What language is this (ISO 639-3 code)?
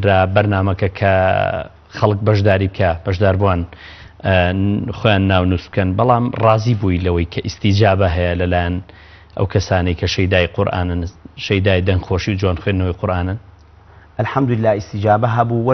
ckb